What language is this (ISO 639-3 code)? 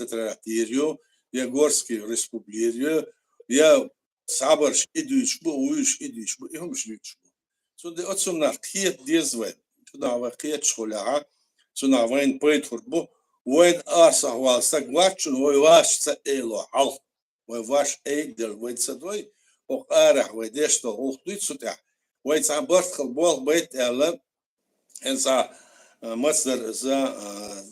che